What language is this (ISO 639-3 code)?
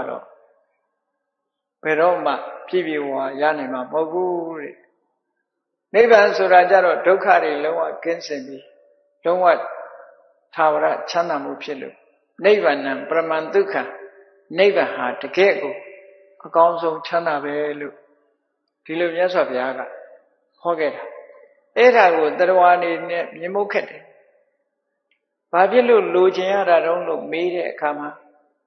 mya